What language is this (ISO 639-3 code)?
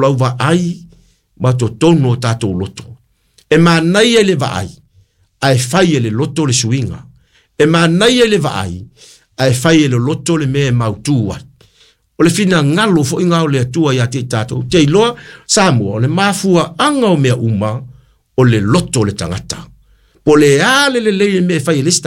smo